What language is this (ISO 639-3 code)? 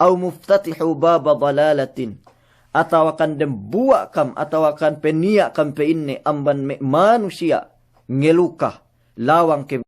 yka